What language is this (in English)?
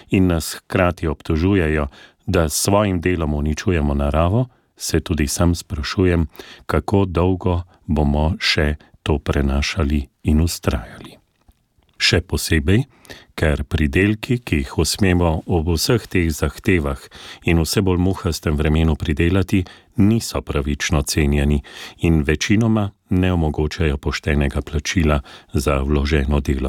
Slovenian